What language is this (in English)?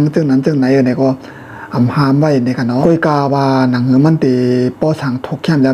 Shan